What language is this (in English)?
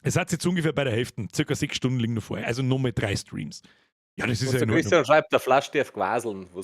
Bavarian